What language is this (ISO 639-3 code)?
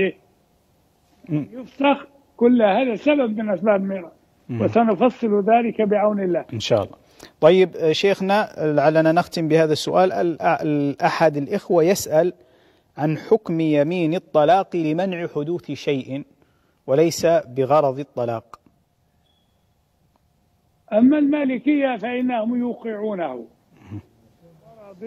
ara